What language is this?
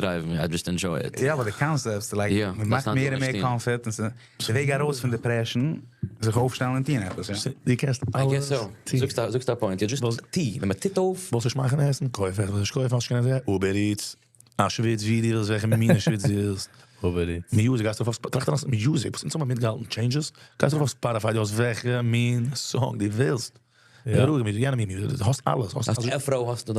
Yiddish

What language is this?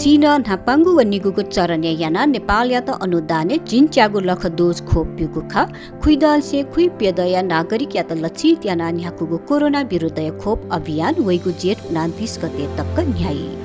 Newari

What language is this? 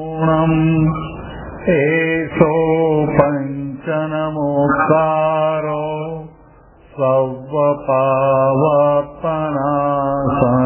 Gujarati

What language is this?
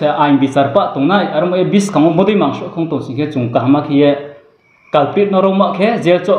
Riang (India)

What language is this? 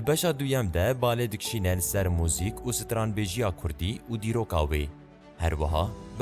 Kurdish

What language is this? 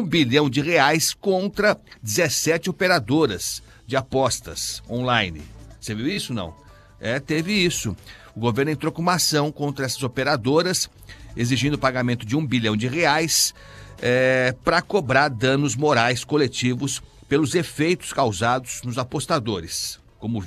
Portuguese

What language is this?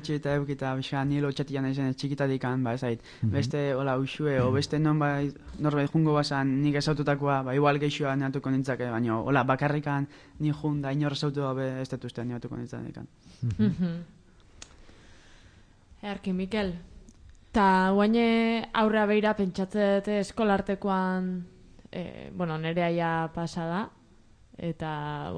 Basque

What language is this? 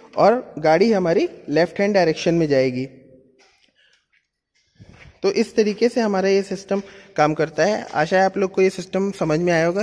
Hindi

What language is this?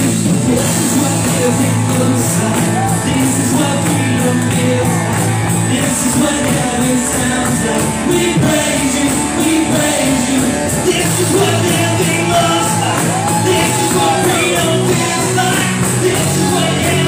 English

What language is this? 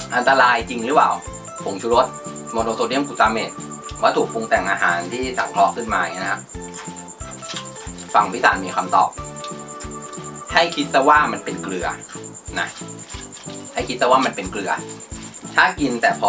Thai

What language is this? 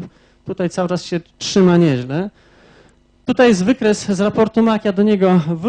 Polish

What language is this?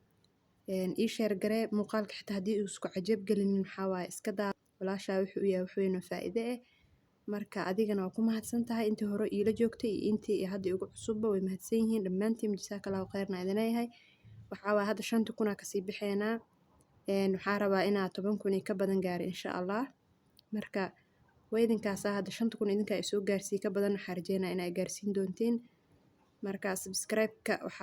Somali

